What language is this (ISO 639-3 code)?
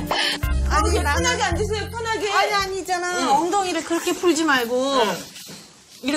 kor